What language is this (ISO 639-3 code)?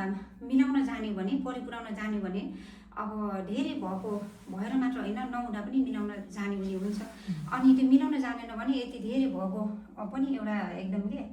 nep